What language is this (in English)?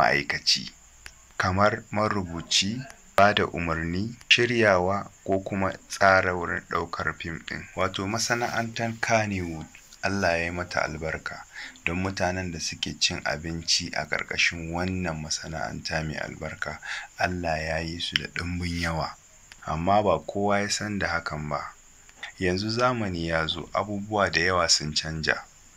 Hausa